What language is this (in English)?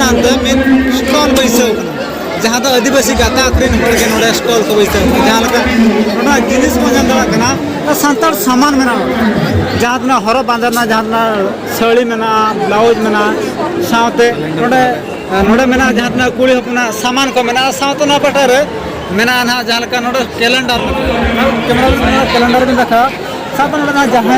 Santali